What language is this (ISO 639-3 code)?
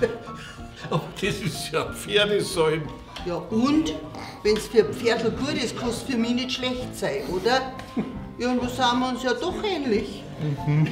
bar